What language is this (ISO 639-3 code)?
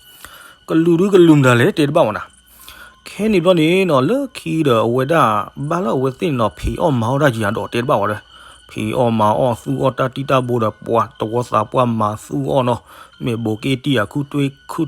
ksw